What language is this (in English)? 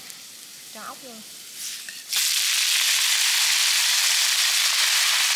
Vietnamese